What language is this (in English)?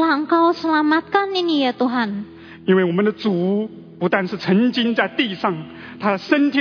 Indonesian